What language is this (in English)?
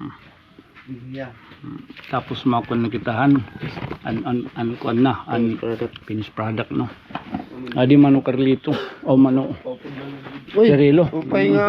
Waray